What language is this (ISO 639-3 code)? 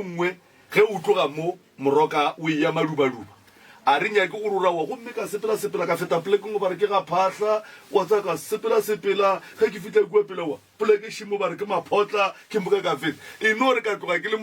nso